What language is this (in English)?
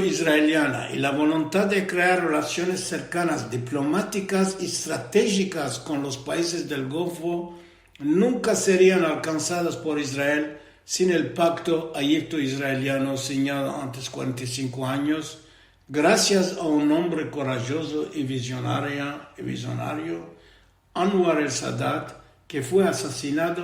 Ladino